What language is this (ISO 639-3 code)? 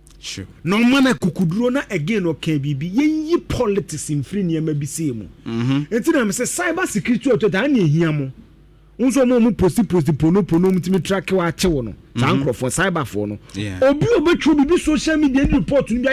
aka